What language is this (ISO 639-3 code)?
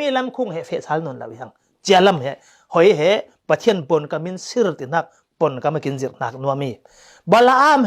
cfm